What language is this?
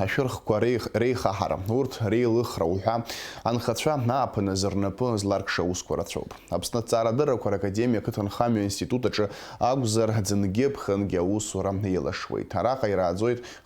Abkhazian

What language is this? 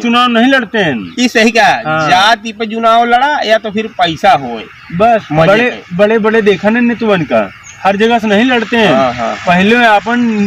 Awadhi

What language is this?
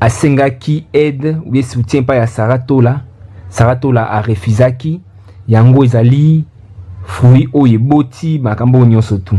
Lingala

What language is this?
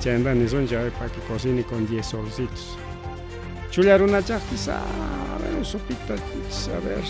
Ayacucho Quechua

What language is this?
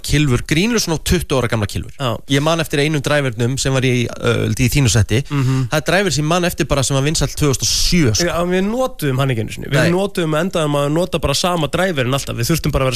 Icelandic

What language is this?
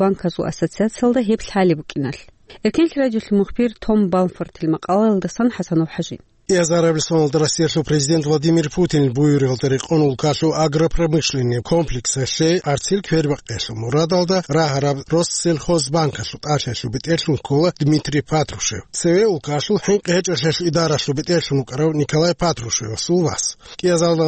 Avaric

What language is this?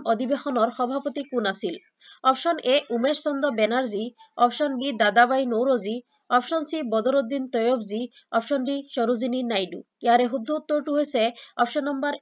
Assamese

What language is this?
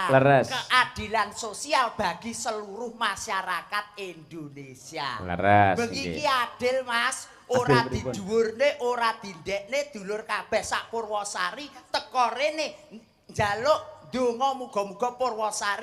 Javanese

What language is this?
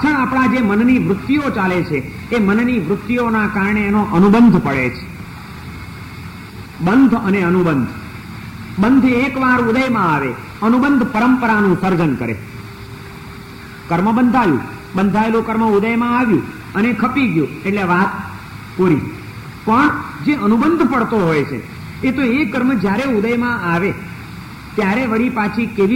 Gujarati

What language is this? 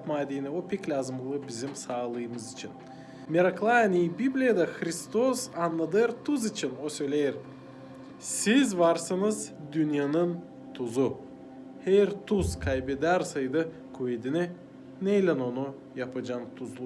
Gagauz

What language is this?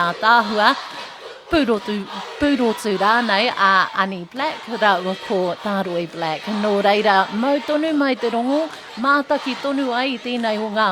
Māori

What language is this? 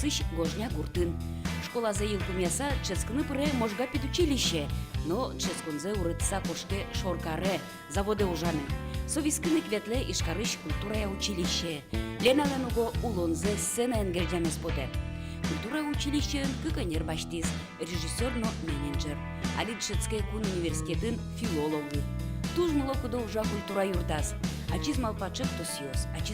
Udmurt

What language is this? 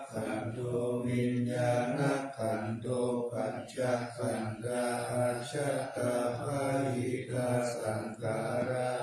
Pali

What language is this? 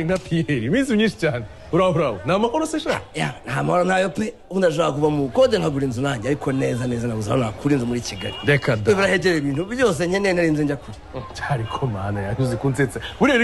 Kinyarwanda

